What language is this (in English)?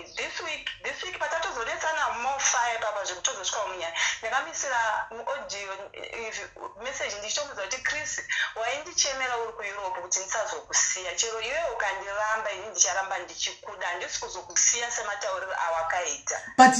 Shona